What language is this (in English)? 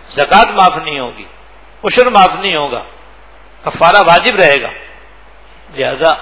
Urdu